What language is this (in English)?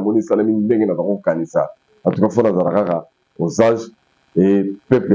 Lingala